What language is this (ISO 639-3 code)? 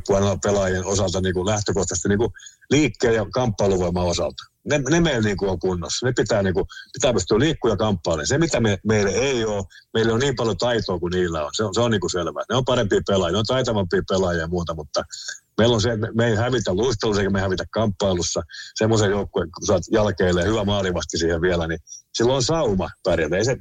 fin